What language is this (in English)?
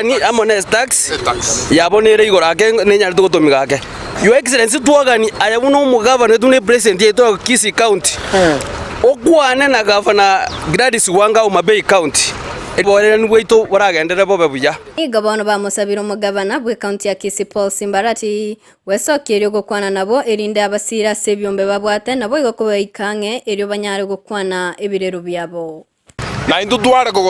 Gusii